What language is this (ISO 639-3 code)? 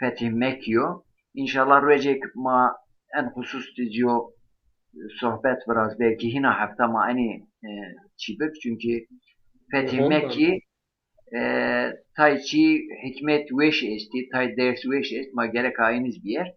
zza